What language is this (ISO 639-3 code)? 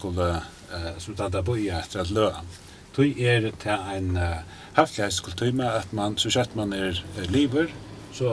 fao